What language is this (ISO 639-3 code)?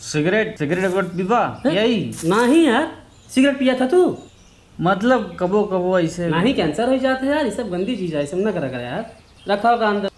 awa